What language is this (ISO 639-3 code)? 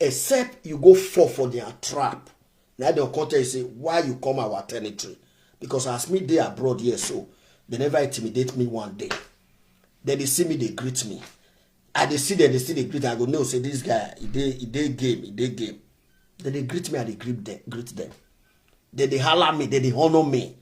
pcm